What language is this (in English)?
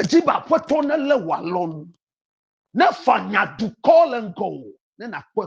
Ewe